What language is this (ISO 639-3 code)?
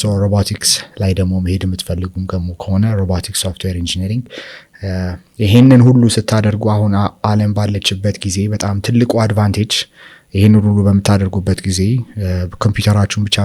amh